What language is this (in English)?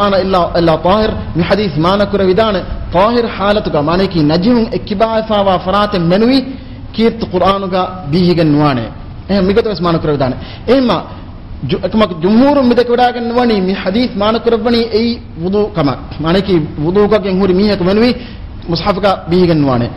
Divehi